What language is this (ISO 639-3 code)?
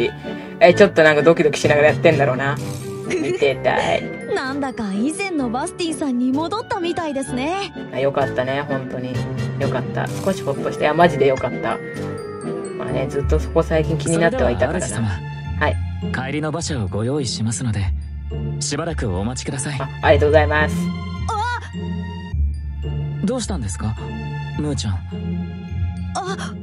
jpn